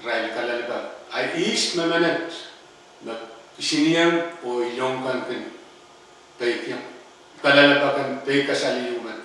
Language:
Pohnpeian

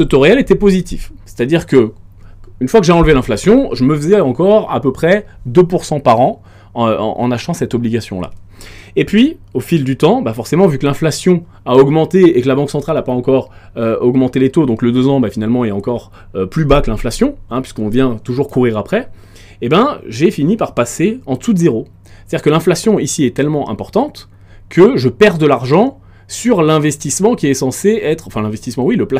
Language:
French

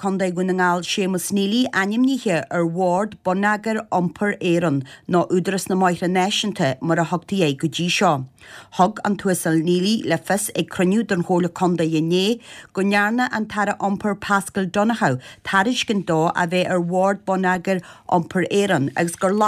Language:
Irish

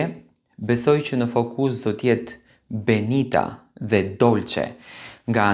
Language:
Albanian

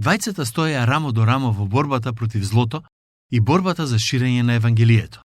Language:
Macedonian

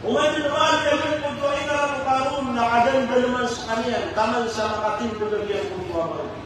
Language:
Maranao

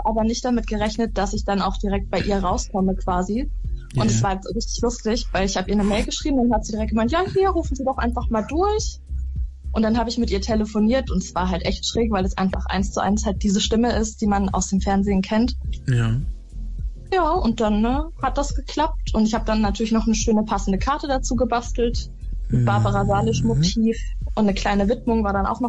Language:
German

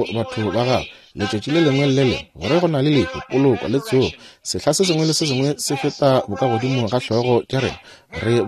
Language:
Northern Sotho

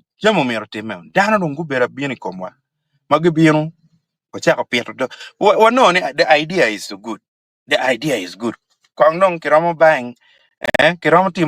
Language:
Acoli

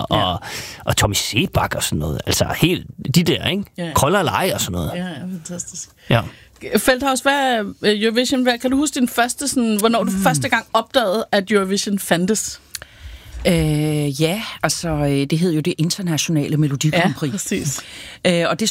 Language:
Danish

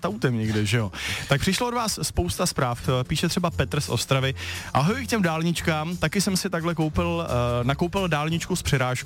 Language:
Czech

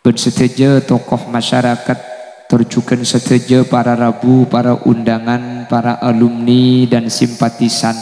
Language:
Madurese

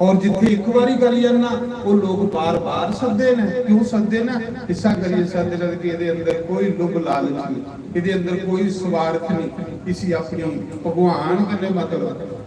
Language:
Dogri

